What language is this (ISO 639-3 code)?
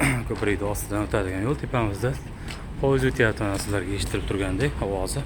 uzb